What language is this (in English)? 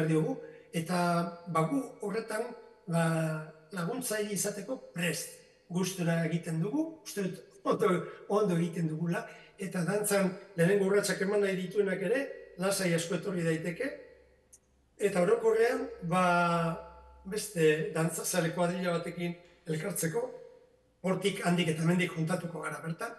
Basque